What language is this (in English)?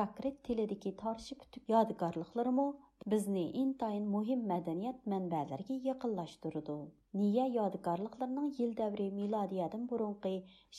Uyghur